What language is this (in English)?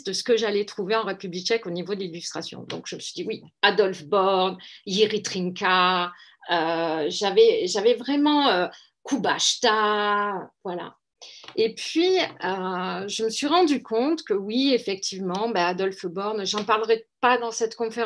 French